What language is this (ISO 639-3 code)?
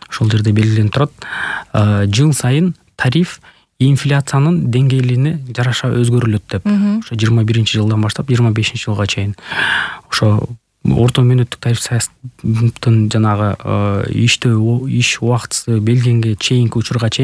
kir